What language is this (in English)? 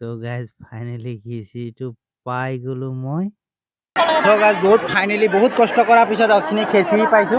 Assamese